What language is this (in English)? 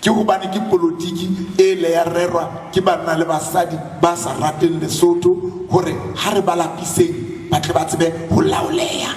Southern Sotho